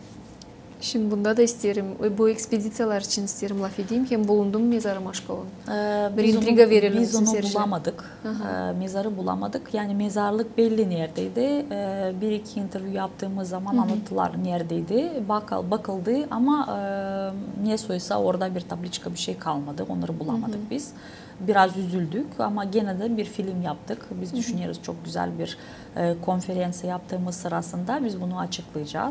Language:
Gagauz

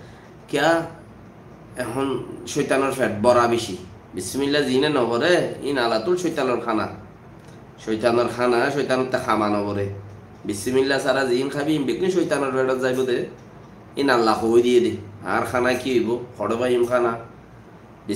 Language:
Rohingya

